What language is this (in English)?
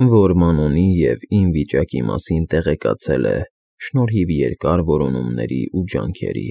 Armenian